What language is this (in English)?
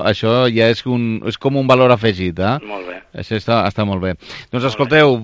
Catalan